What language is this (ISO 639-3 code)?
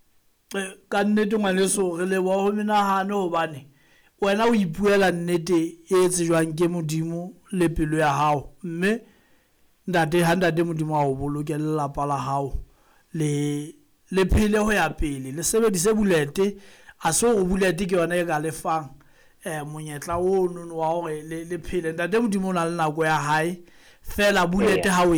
sot